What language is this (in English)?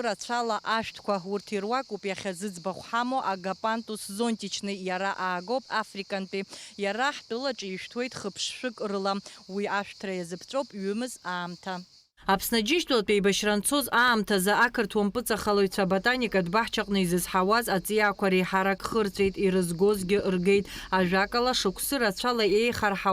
Abkhazian